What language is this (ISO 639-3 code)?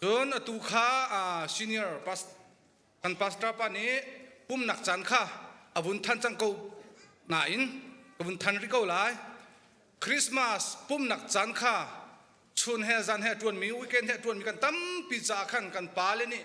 cnh